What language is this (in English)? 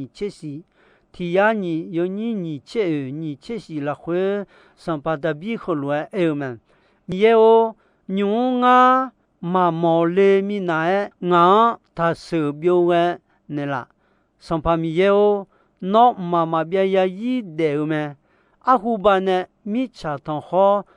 Akha